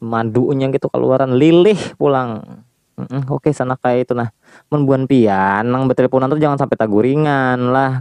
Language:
Banjar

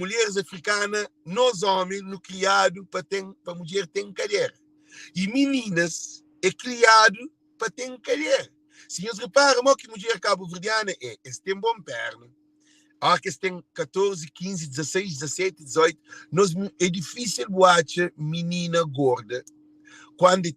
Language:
Kabuverdianu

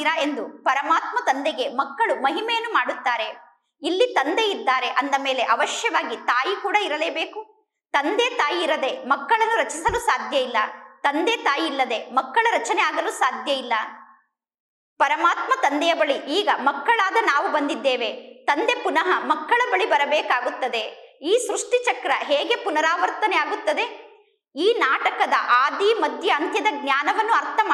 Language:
Kannada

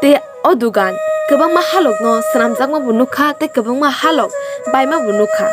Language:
Kok Borok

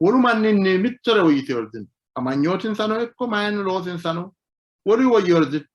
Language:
Sidamo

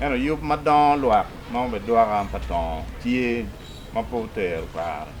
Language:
Acoli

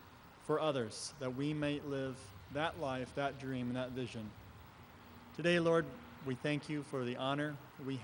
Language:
English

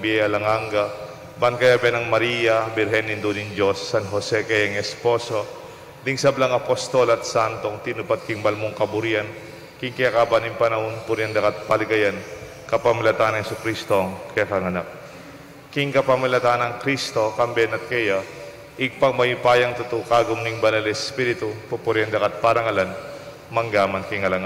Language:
Pampanga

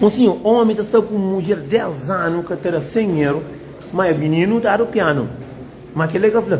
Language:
Kabuverdianu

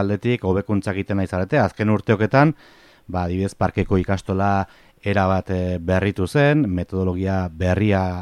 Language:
Basque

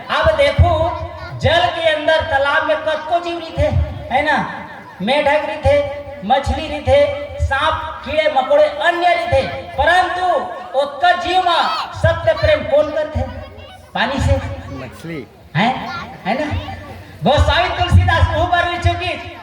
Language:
Chhattisgarhi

